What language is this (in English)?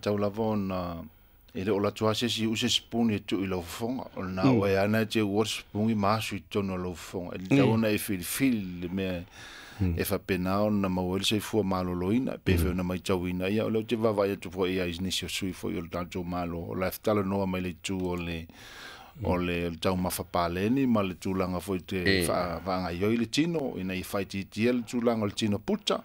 Samoan